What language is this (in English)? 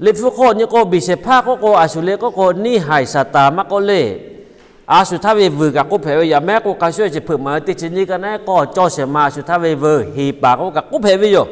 Lahu